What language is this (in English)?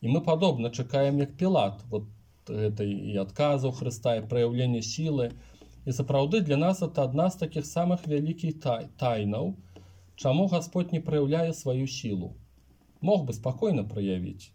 Belarusian